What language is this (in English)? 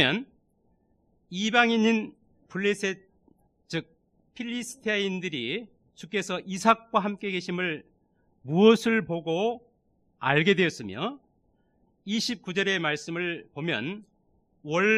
Korean